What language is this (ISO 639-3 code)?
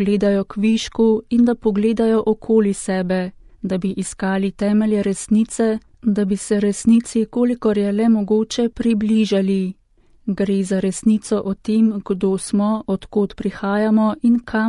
slv